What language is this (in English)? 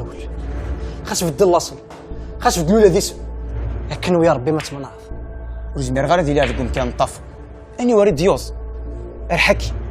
Kabyle